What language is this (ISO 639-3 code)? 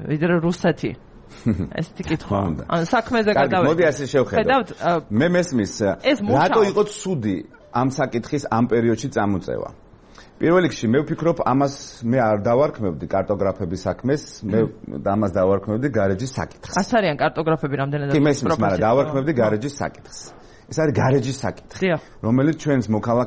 kat